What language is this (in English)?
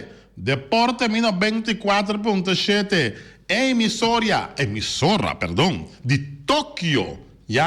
Papiamento